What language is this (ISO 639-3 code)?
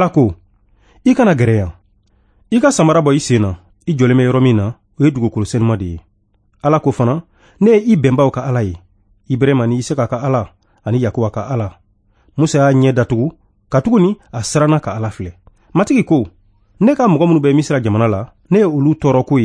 bam